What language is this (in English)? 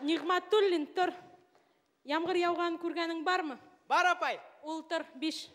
Bashkir